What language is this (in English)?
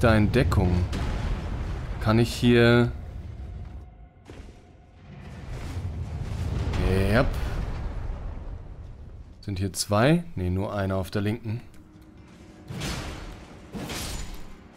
German